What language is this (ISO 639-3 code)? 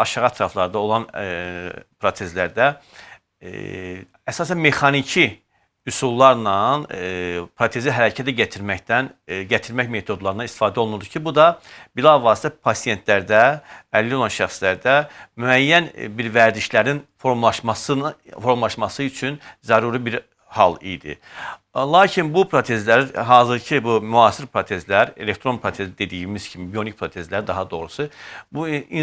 aze